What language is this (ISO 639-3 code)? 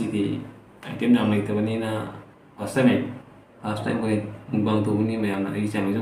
mni